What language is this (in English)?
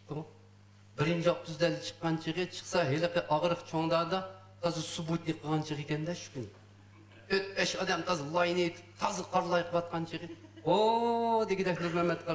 Uyghur